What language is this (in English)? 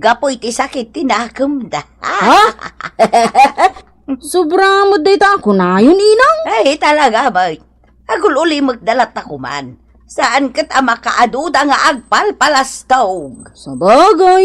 Iloko